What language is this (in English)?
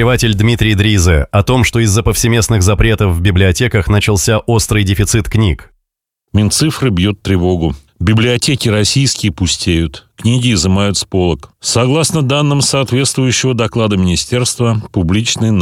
Russian